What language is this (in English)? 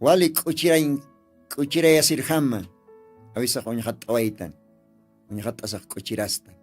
Aymara